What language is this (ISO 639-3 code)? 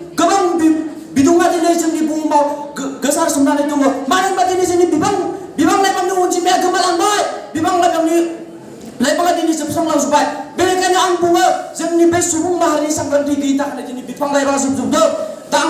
brx